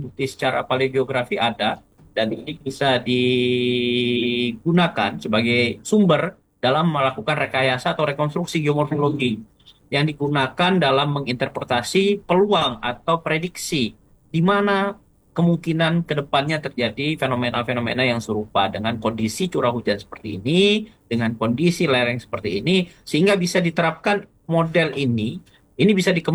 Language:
Indonesian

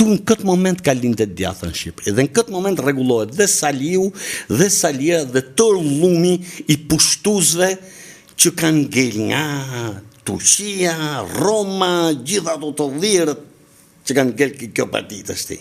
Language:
Albanian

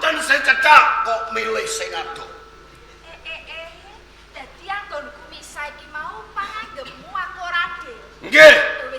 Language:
Javanese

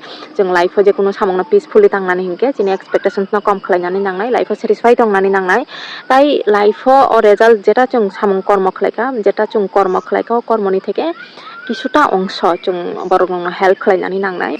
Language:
Kok Borok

